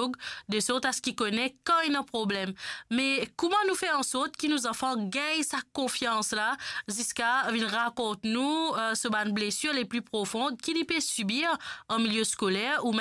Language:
Morisyen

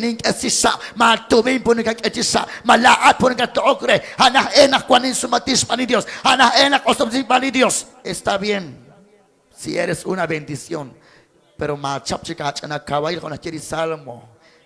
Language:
Kekchí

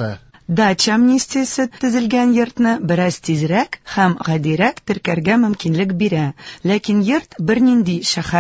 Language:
Tatar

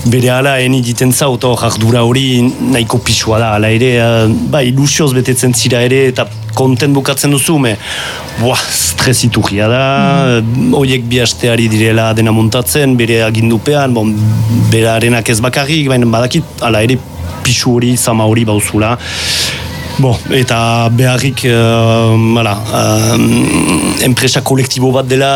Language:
Basque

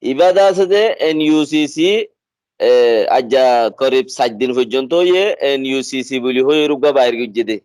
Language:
Rohingya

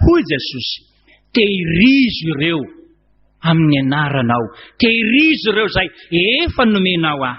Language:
Malagasy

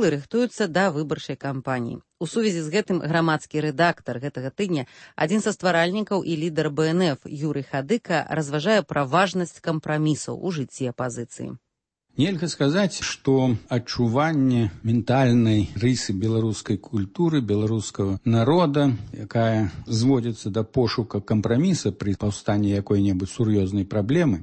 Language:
Belarusian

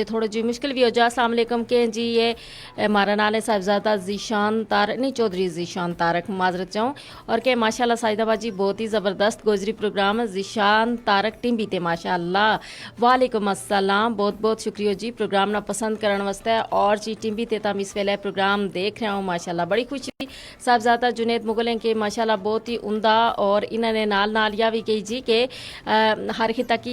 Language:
Gujari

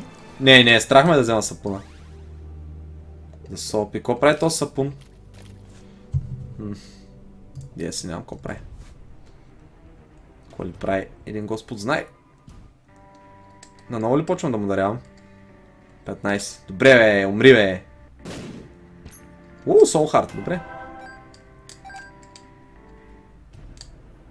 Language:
Bulgarian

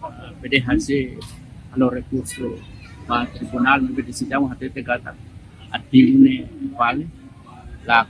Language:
Tetum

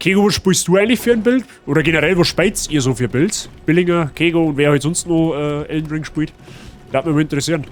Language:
Bavarian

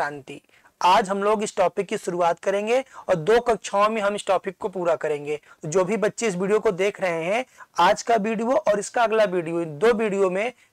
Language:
Hindi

